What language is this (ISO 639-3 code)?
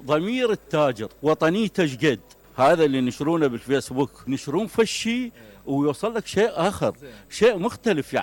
acm